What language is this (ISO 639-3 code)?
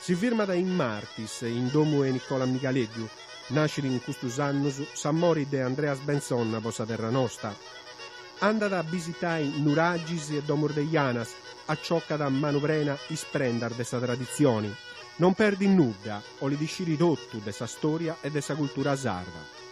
srd